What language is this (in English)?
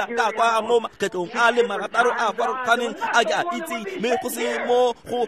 Tswana